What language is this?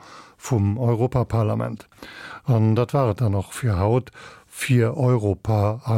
Luxembourgish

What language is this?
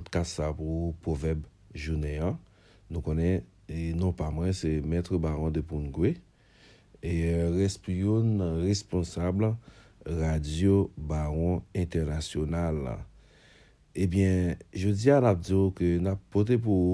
Haitian Creole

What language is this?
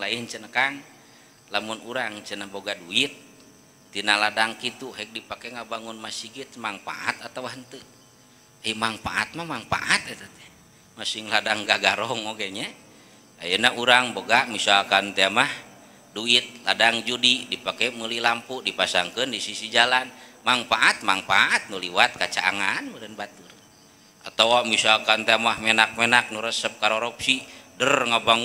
Sundanese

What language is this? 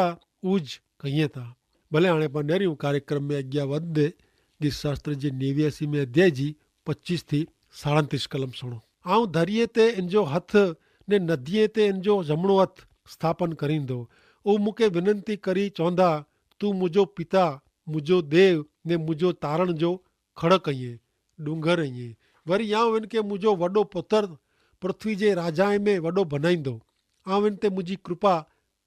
Kachhi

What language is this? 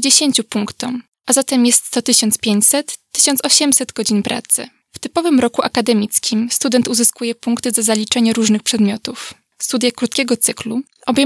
Polish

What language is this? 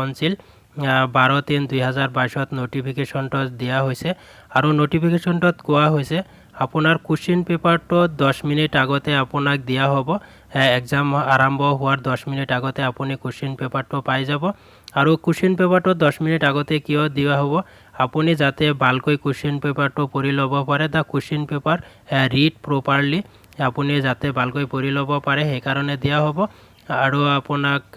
Assamese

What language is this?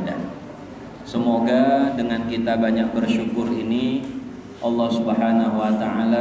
Indonesian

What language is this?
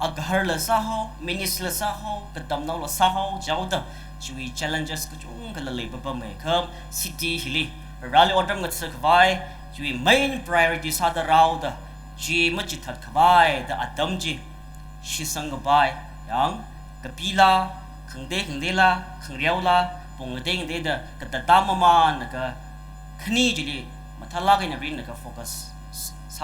Tangkhul Naga (India)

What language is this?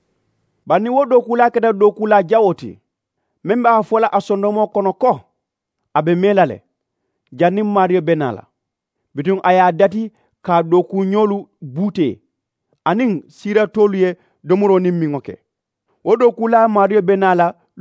Mandingo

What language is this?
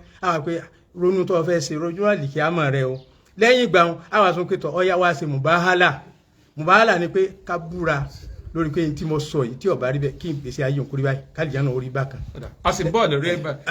Yoruba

